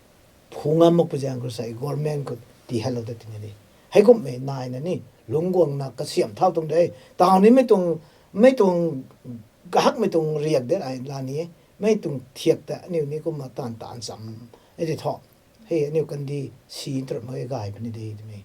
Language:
Rongmei Naga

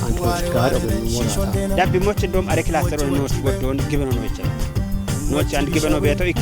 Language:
Kafa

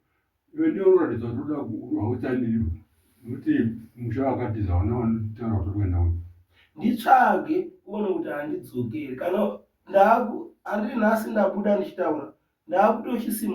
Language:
Shona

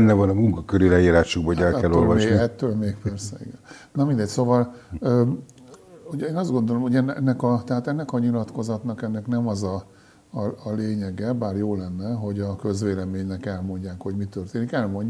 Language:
Hungarian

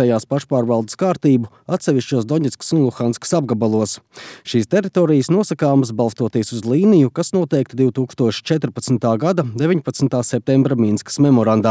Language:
Latvian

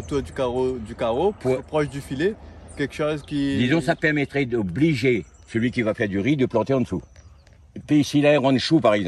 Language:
Réunion Creole French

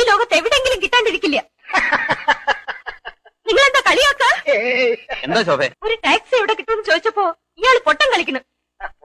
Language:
Malayalam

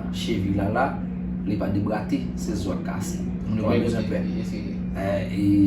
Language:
Haitian Creole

